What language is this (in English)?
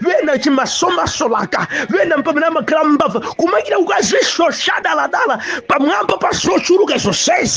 Nyanja